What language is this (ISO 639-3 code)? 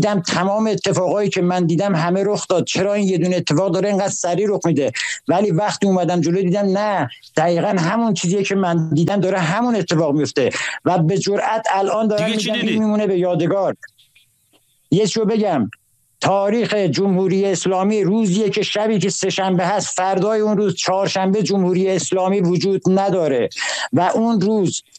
fas